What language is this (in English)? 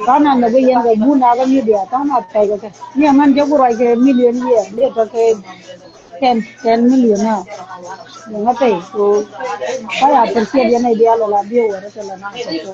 Nuer